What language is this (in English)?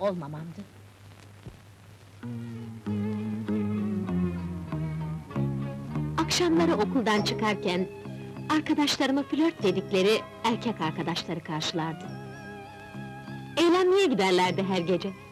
Turkish